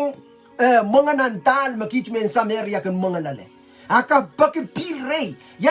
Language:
Pohnpeian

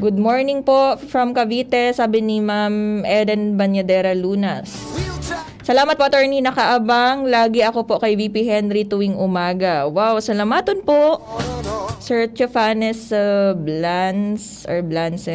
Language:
Bikol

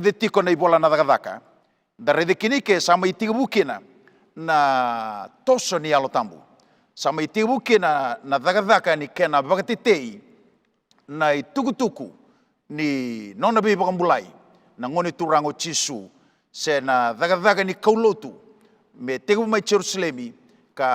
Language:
Fijian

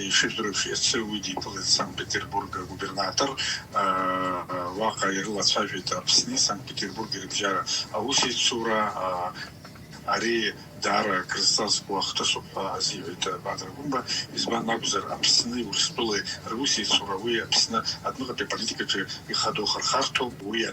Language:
Abkhazian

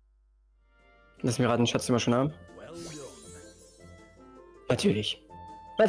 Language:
German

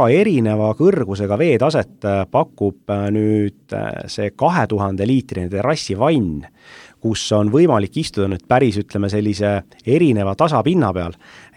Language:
Estonian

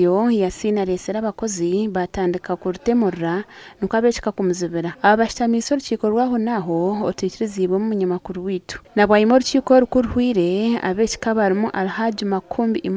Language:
Nyankole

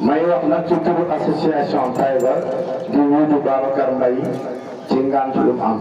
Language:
Wolof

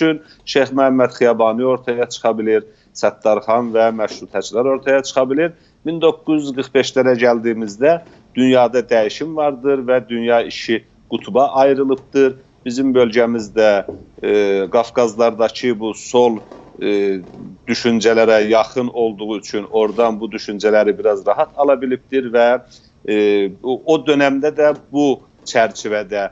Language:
South Azerbaijani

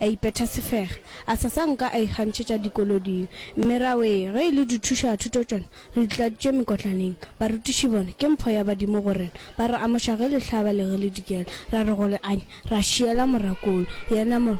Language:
Northern Sotho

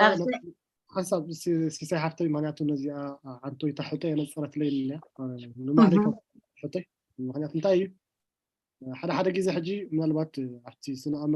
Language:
Tigrinya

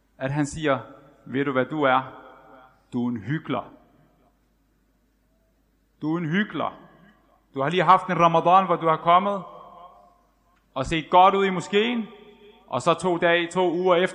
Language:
Danish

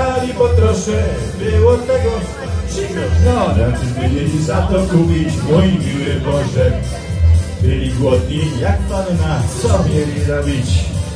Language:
Polish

